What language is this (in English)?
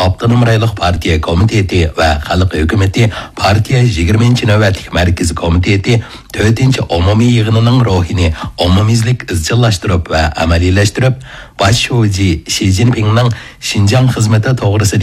Uyghur